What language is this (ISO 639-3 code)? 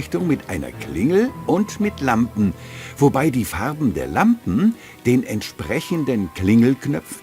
bar